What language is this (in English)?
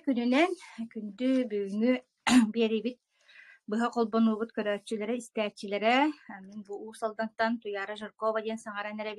Yakut